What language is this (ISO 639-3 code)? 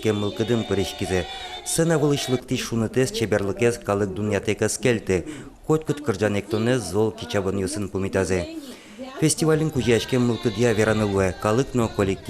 udm